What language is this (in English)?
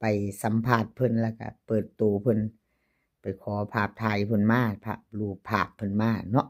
Northeastern Thai